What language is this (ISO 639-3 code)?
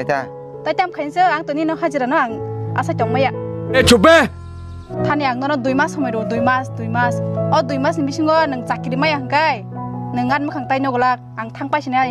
trp